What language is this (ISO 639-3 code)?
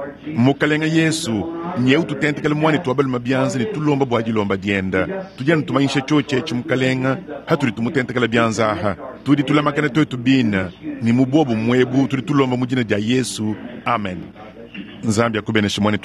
lua